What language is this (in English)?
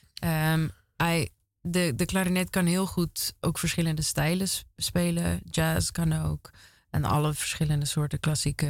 Dutch